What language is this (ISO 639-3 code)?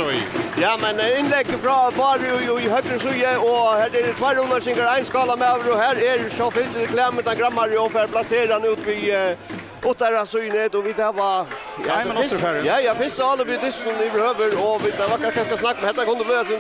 fao